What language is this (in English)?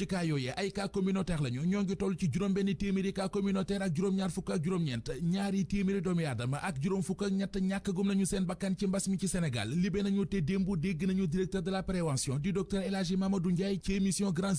Wolof